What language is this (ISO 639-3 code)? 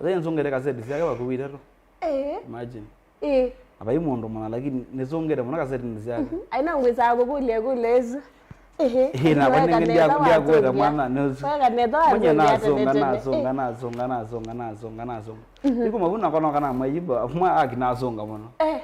kam